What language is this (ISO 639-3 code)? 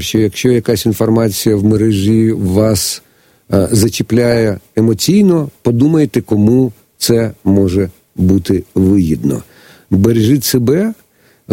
ukr